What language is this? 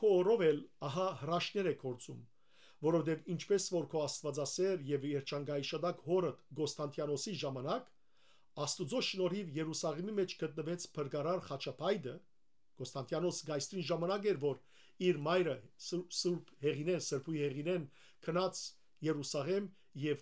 Western Armenian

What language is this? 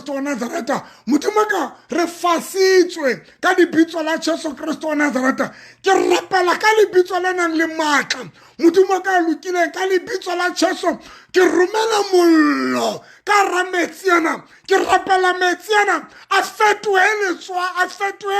Southern Sotho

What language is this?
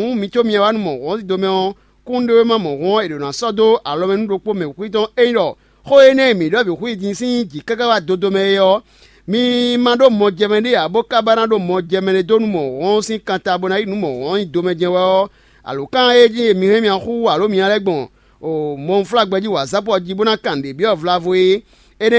Fon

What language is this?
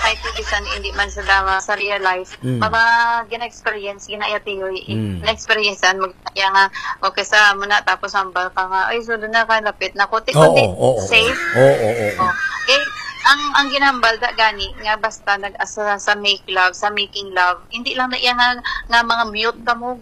Hiligaynon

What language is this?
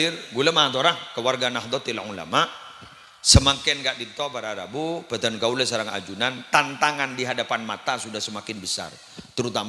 Madurese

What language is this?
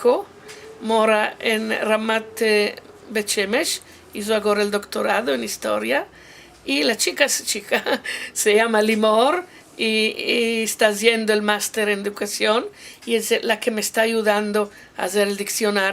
Ladino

